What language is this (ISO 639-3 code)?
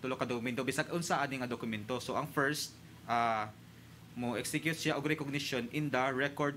ceb